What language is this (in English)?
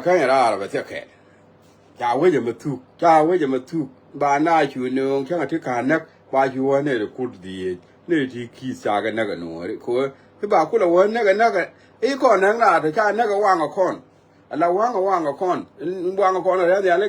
Nuer